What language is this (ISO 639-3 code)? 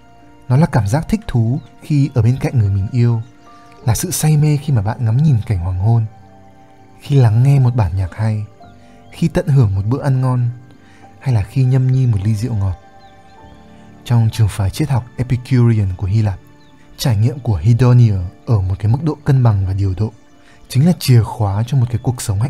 vie